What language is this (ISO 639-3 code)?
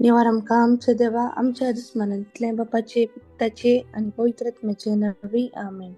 kok